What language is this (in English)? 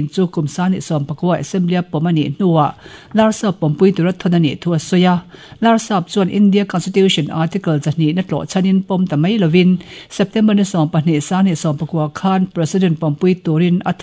Mizo